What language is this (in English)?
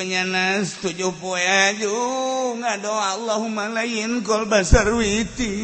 Sundanese